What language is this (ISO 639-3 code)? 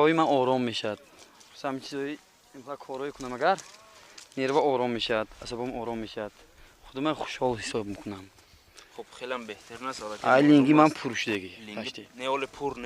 tgk